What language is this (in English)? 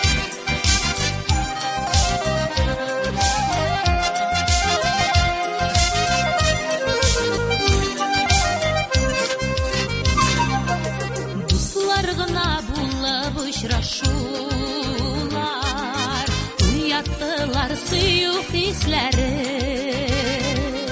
Tatar